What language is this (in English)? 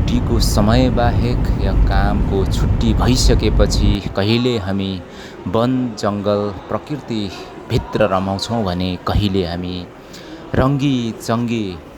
Nepali